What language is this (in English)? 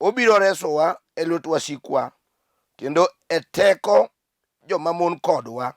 Luo (Kenya and Tanzania)